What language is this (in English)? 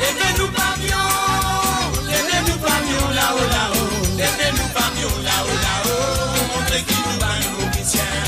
Morisyen